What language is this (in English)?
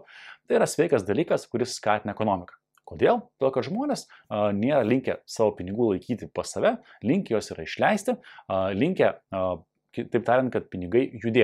Lithuanian